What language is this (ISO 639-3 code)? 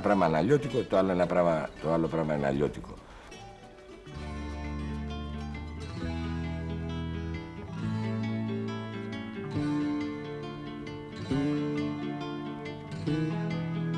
ell